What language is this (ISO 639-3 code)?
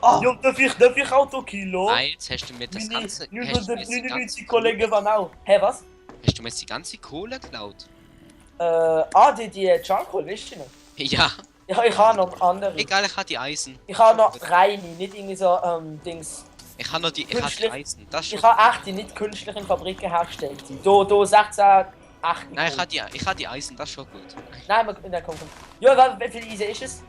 gsw